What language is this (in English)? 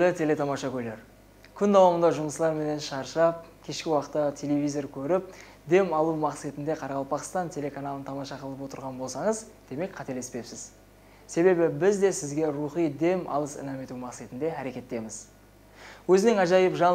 Kara-Kalpak